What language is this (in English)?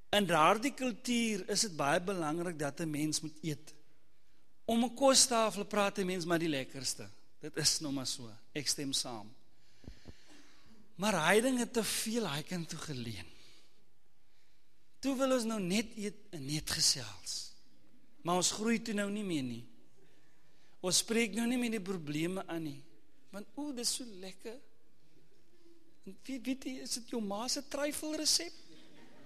Afrikaans